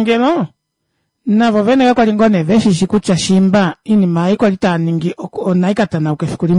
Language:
Kuanyama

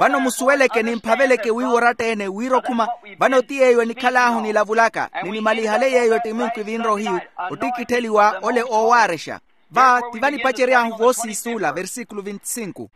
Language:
Makhuwa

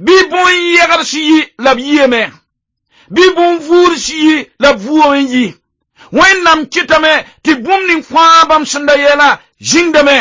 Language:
Mossi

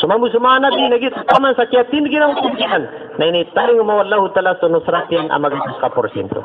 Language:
Maranao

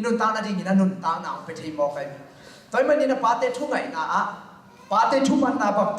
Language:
Tedim Chin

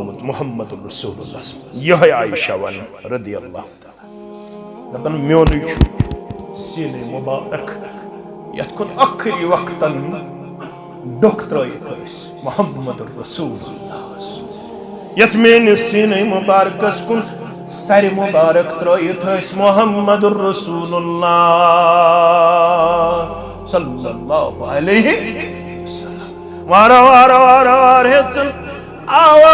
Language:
Kashmiri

